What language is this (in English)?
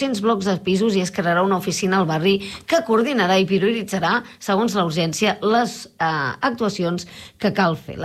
Catalan